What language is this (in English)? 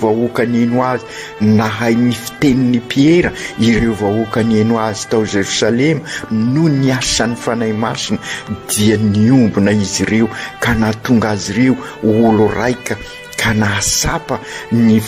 Malagasy